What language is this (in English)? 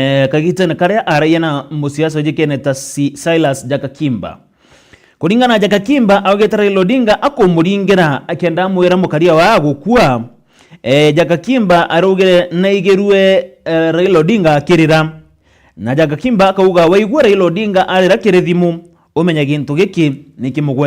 Meru